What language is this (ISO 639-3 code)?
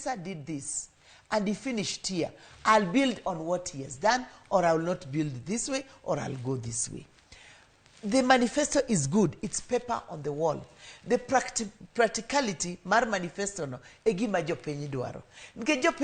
luo